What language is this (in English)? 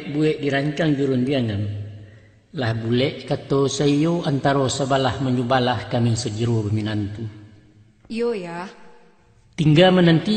Minangkabau